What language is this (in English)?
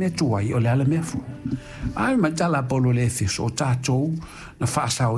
Samoan